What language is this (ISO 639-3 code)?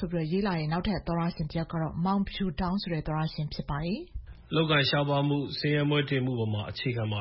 mya